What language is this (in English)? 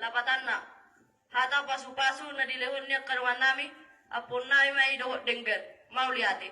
Batak Toba